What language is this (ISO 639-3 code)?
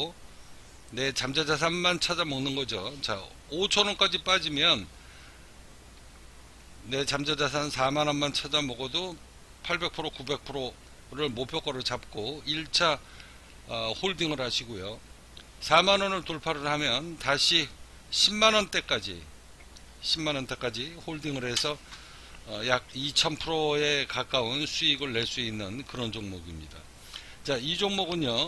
kor